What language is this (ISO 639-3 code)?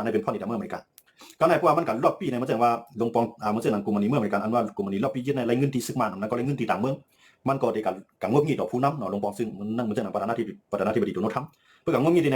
shn